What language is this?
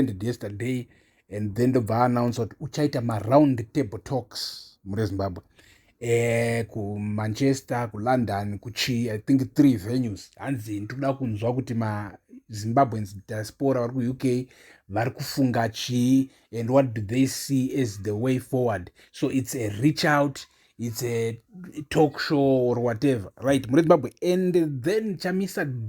Shona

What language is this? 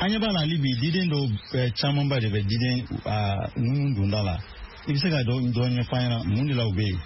Bambara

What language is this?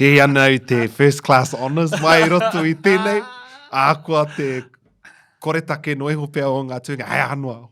Māori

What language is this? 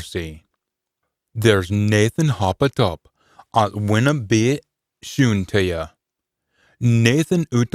Scots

